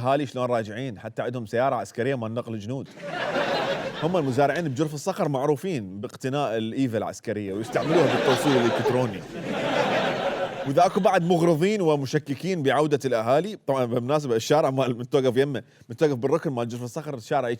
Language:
Mesopotamian Arabic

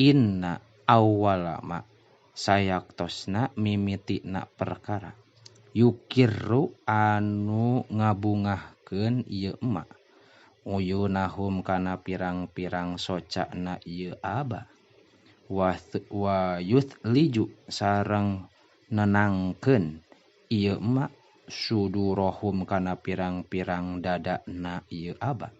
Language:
Sundanese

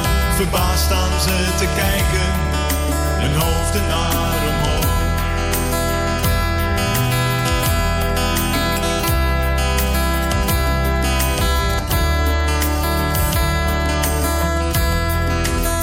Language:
Dutch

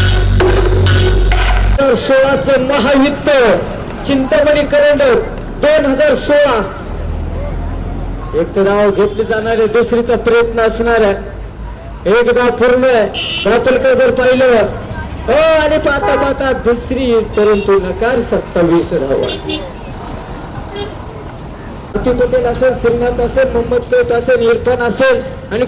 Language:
Marathi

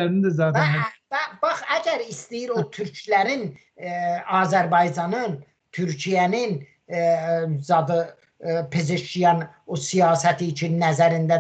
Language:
Azerbaijani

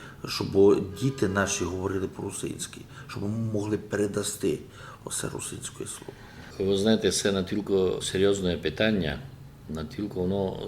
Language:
Rusyn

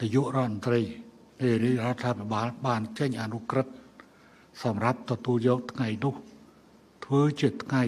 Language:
Khmer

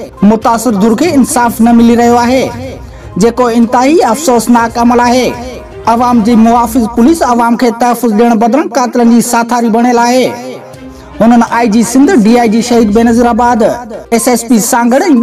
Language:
Sindhi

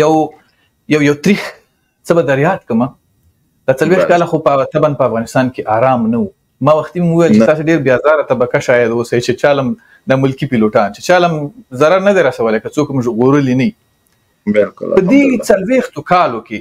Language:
Pashto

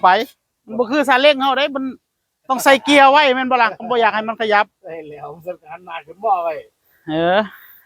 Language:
Northeastern Thai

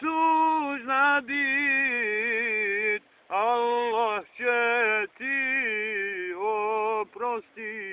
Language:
Bosnian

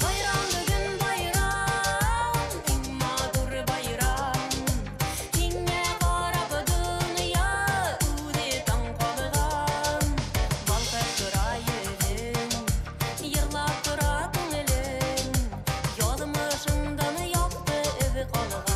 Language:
Bashkir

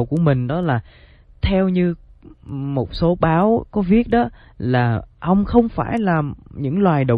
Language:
Vietnamese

